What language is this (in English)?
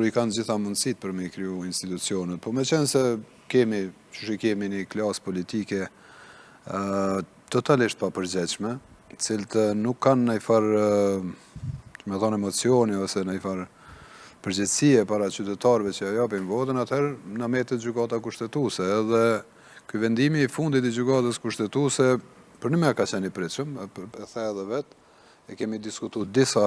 Albanian